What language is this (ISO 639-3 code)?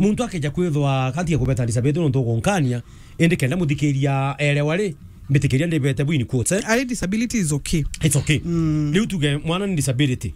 mer